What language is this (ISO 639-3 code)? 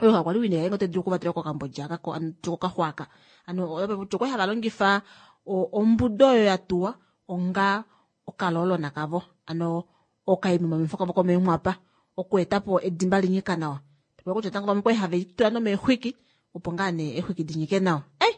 kua